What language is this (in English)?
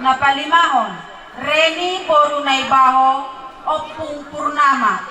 Batak Toba